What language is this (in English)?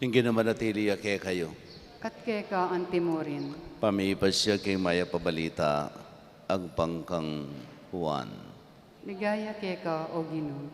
Pampanga